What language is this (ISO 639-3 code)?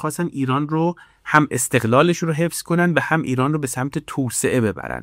fas